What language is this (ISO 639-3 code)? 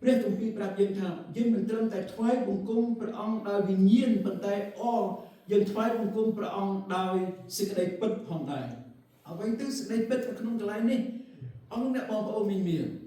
khm